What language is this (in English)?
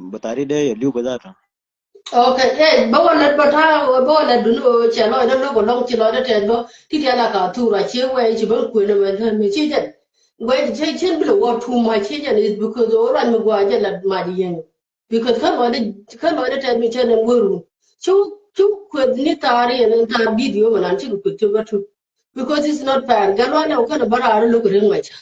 Nuer